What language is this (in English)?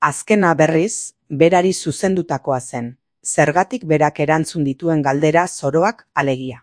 Basque